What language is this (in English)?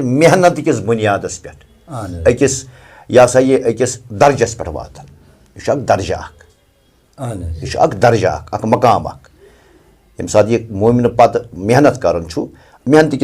Kashmiri